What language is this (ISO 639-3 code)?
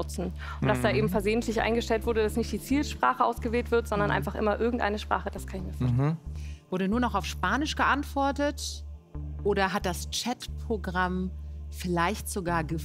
deu